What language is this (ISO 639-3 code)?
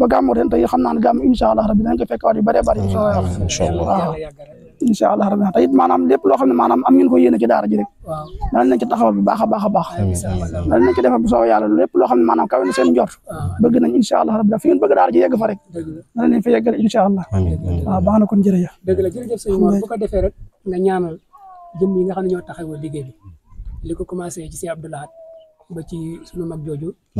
wol